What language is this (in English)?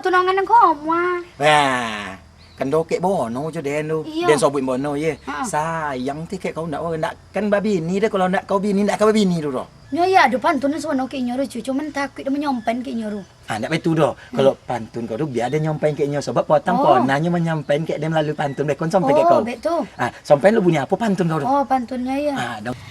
Minangkabau